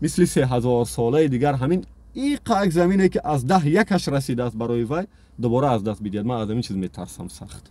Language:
Tajik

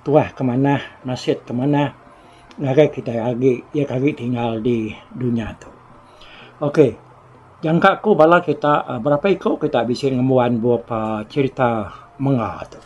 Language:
Iban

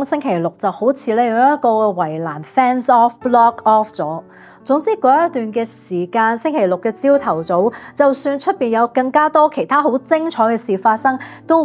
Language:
Cantonese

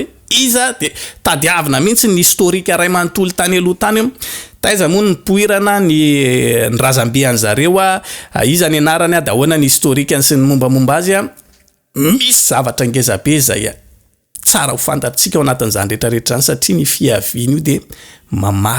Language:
Malagasy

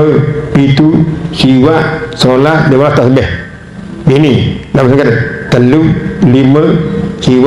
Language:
Sasak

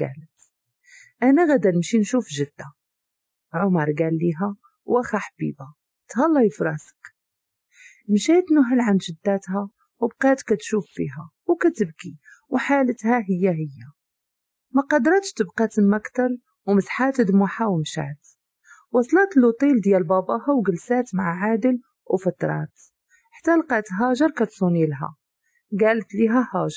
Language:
Moroccan Arabic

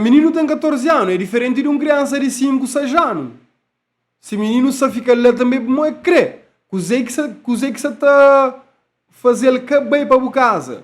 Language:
Kabuverdianu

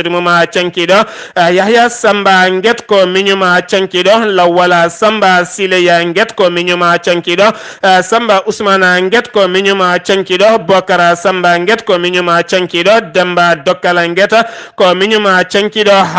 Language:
Fula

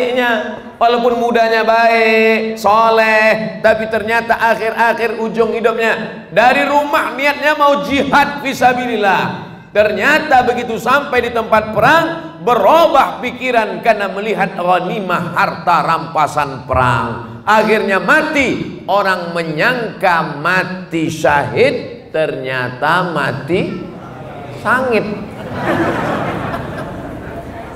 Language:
Indonesian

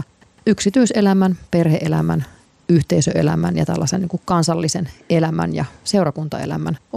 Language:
Finnish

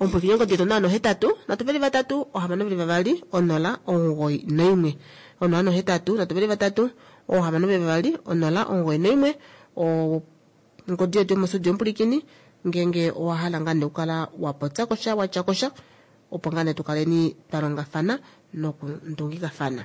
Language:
Kuanyama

